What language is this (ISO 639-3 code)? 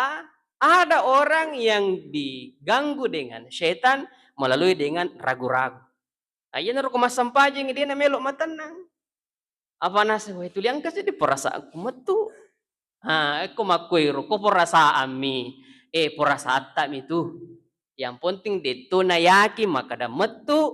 bug